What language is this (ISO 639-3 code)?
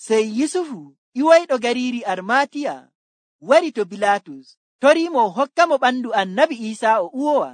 fuv